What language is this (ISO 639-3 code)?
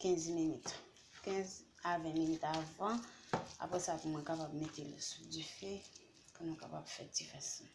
hat